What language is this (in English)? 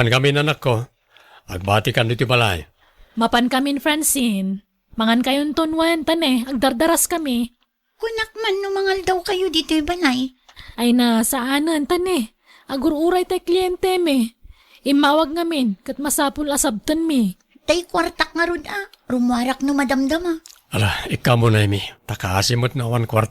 Iloko